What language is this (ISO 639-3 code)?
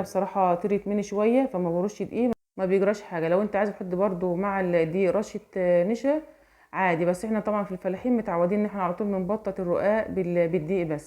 arz